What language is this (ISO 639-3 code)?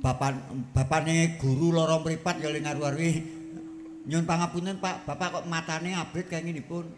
jav